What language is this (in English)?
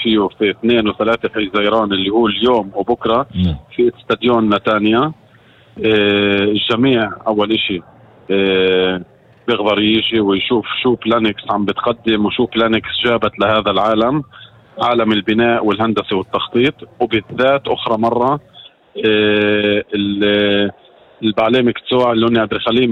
North Levantine Arabic